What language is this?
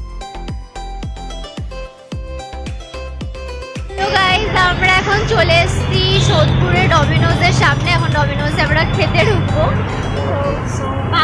Bangla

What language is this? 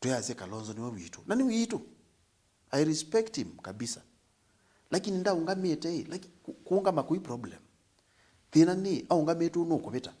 Kamba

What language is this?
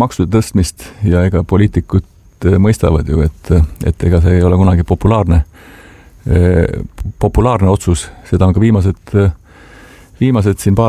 Estonian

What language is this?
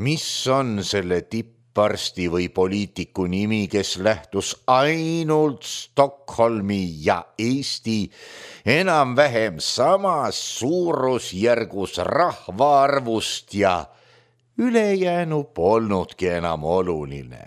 Estonian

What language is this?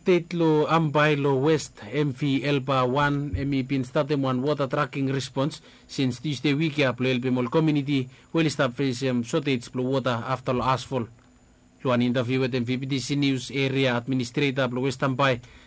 Bislama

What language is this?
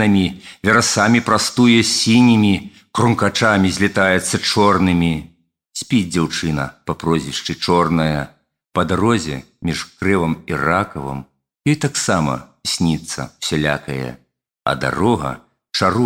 Belarusian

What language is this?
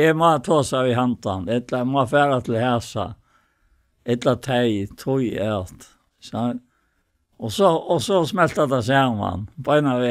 Faroese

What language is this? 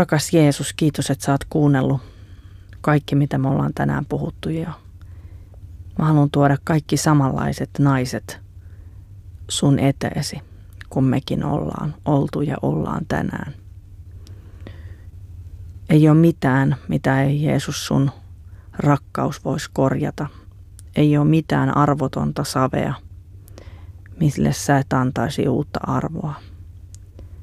Finnish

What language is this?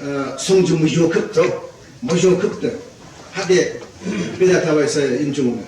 Yimchungru Naga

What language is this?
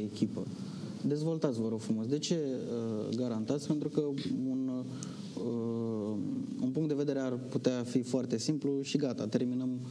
Romanian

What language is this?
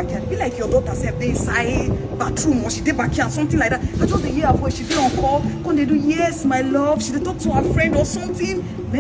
Nigerian Pidgin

